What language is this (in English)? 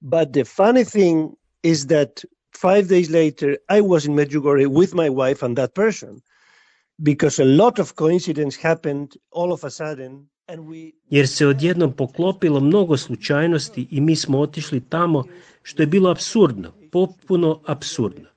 Croatian